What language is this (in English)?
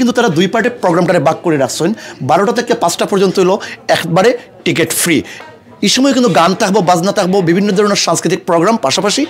Sylheti